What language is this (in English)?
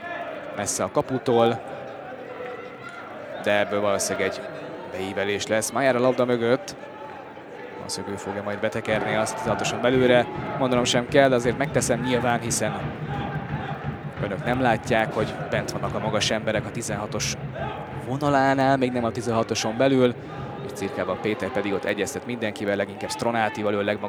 Hungarian